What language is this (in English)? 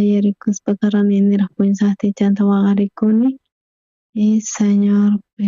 South Bolivian Quechua